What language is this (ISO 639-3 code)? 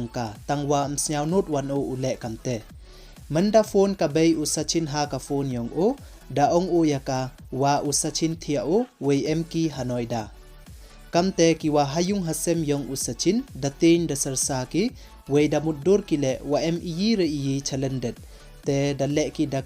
pbv